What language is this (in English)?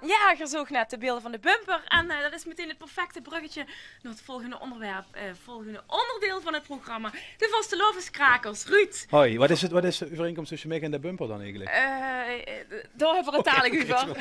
Limburgish